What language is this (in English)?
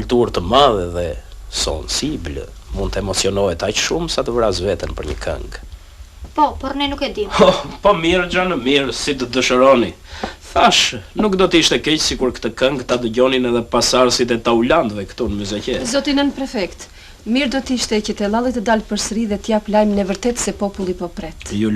Albanian